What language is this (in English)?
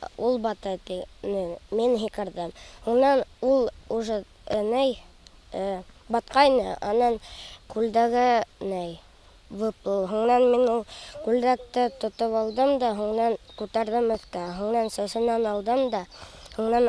Bashkir